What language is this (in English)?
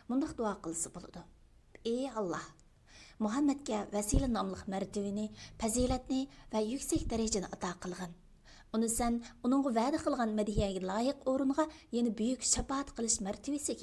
Uyghur